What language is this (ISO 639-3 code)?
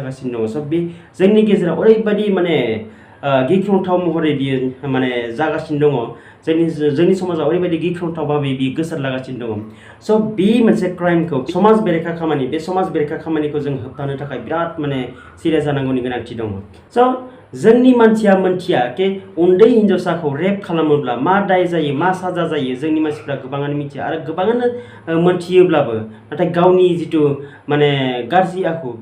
brx